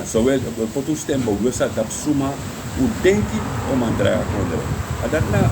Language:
Sranan Tongo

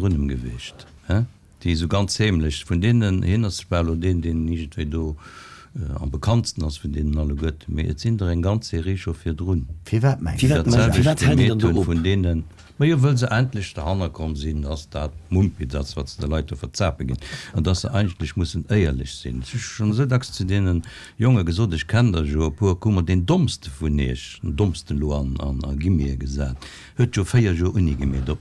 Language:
Luxembourgish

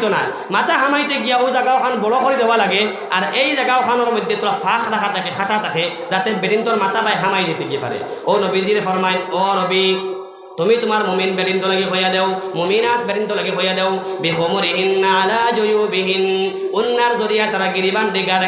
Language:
Sylheti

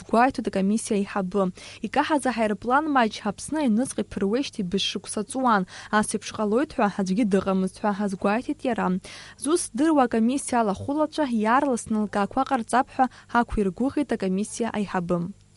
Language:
Abkhazian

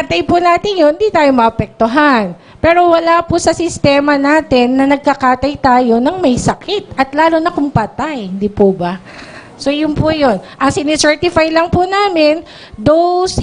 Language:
Bikol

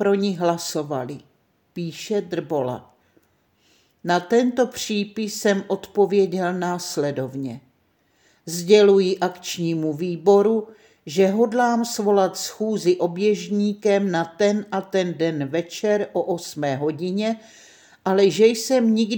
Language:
Czech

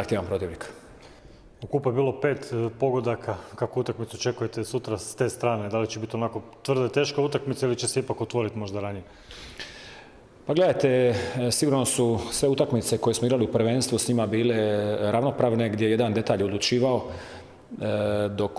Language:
Croatian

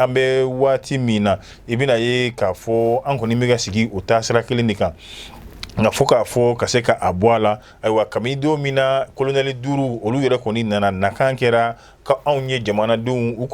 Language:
Bambara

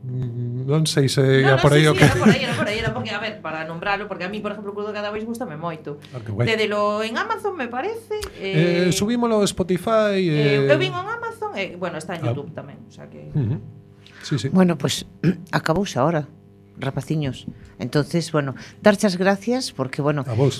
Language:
Galician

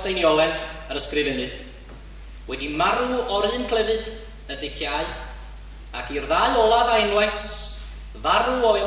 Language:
Welsh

